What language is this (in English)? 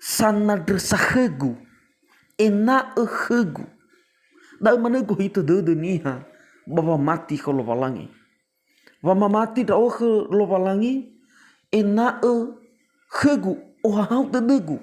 Nias